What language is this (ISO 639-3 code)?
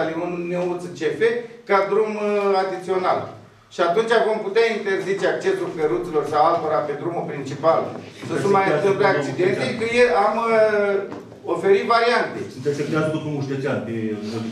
ron